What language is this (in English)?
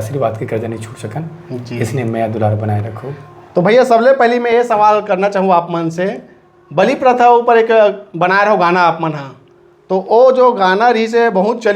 Chhattisgarhi